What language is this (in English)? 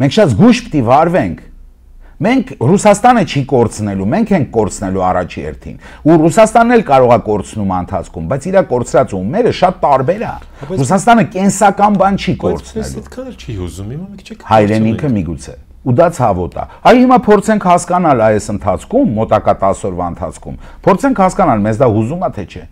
Armenian